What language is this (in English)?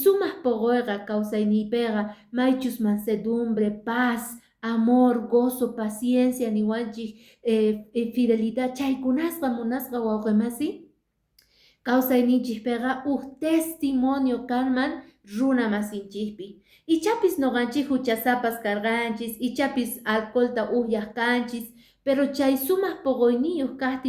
Quechua